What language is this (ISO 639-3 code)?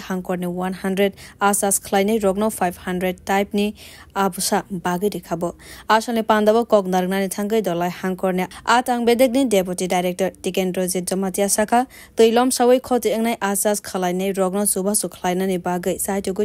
trp